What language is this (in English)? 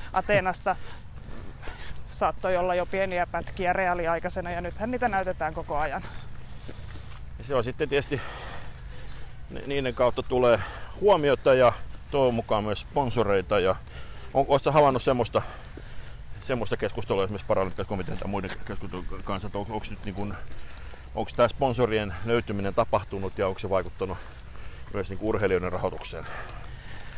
Finnish